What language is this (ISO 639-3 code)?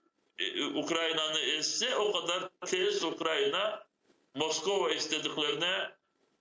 crh